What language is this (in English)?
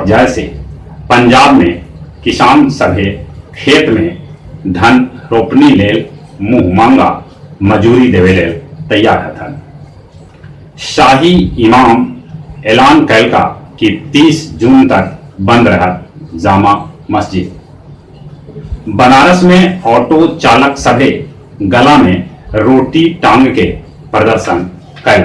Magahi